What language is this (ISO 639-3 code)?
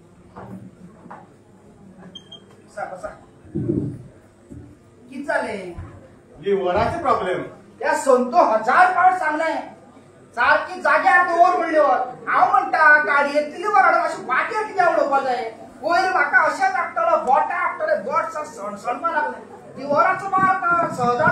kok